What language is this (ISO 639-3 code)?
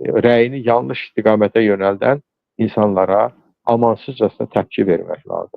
aze